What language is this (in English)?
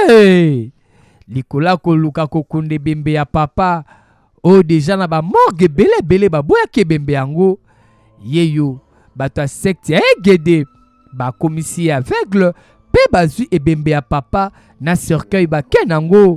Lingala